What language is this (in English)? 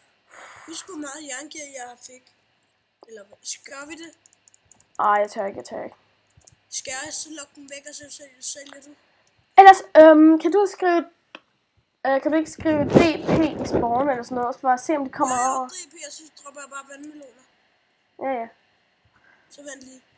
Danish